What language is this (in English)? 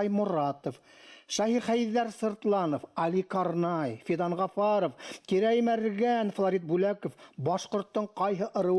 Bashkir